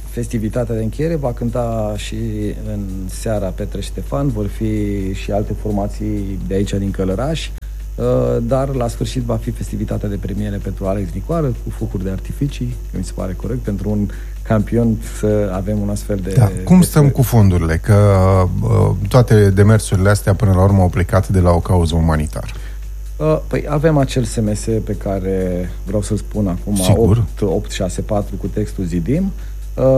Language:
Romanian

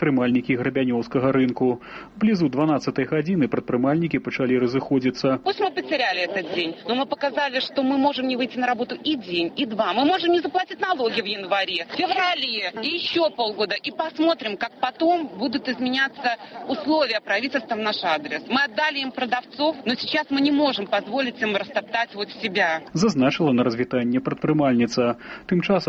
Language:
Belarusian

